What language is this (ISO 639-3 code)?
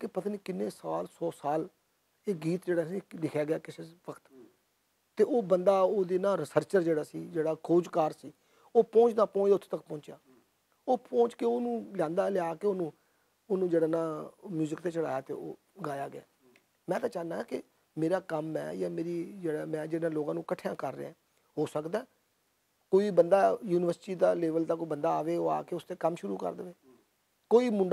lah